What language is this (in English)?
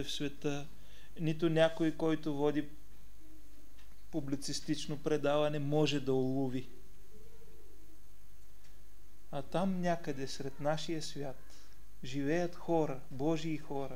Bulgarian